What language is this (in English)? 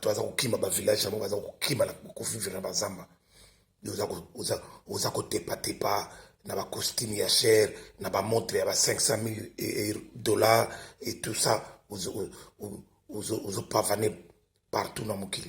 Lingala